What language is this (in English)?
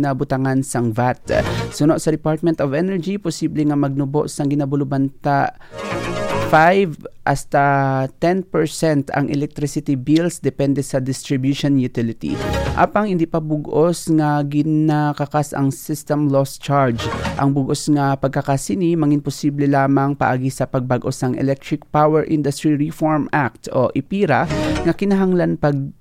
Hiligaynon